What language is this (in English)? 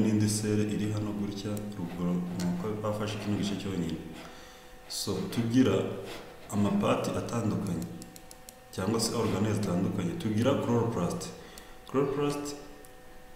Kinyarwanda